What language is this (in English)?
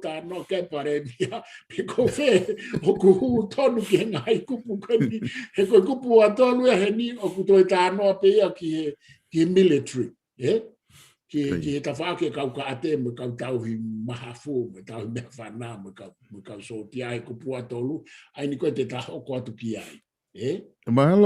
Tongan